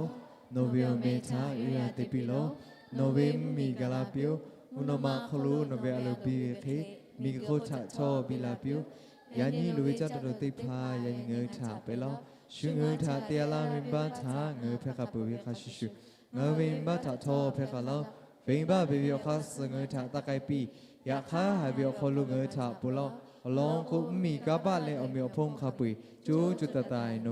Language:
Lahu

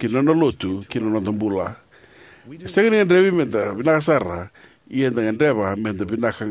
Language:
Fijian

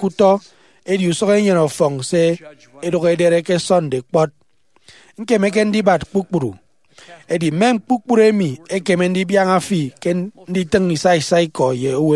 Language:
Efik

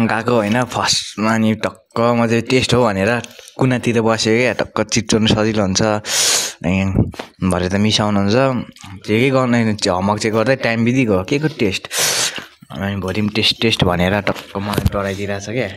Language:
Nepali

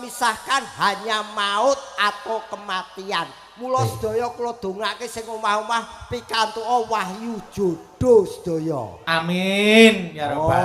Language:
Javanese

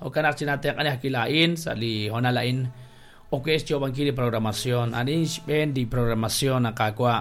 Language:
Kekchí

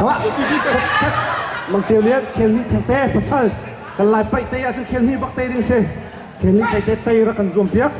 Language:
Hakha Chin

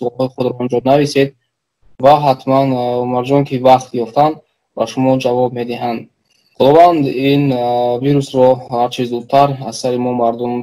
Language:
Tajik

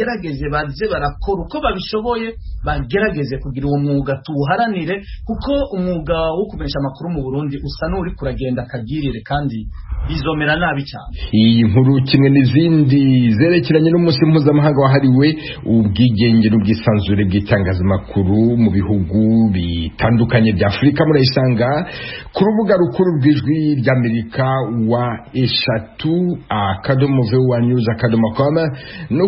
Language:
Rundi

